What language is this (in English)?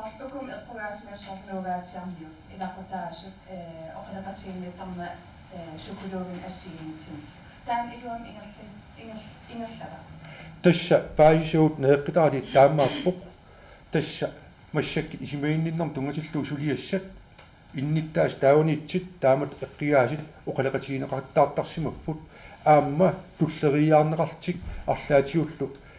Kalaallisut